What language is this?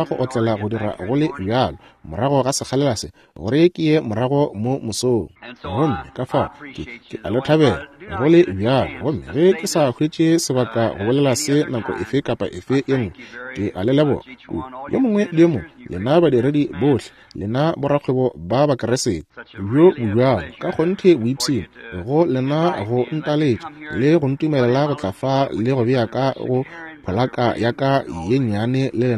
Northern Sotho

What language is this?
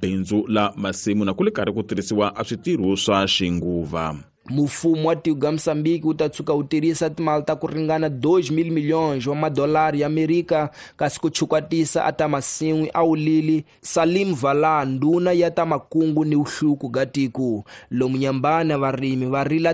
Tsonga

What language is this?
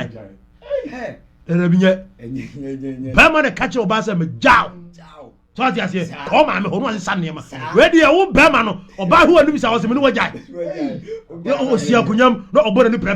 Akan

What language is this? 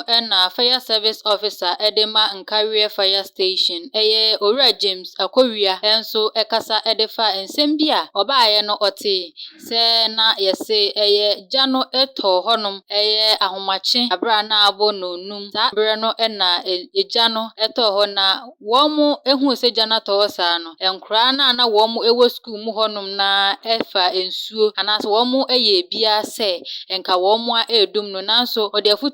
Akan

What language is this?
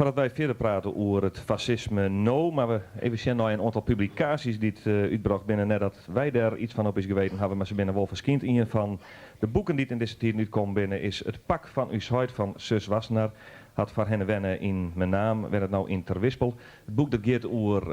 Western Frisian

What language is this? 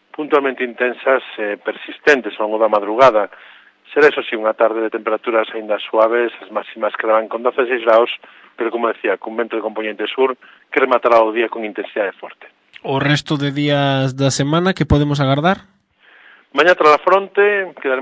Galician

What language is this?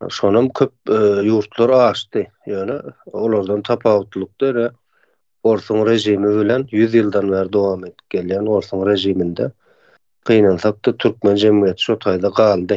Turkmen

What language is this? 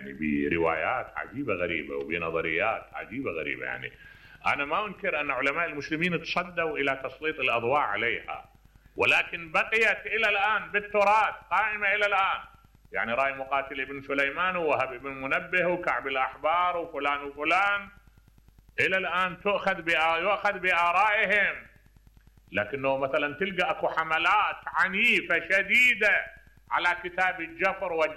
Mesopotamian Arabic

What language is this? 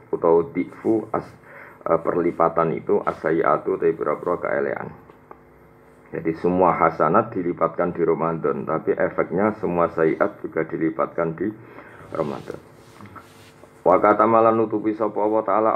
Javanese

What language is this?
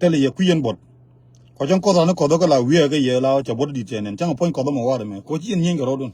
Nuer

